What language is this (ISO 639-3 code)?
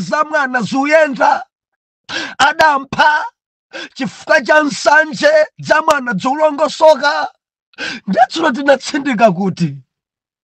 nya